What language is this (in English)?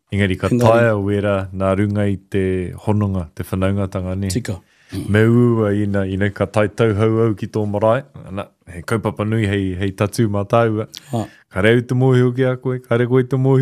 Māori